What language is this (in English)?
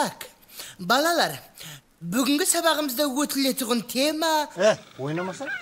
Kara-Kalpak